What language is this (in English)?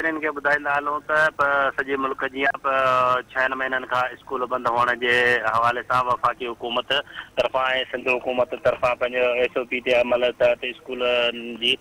Sindhi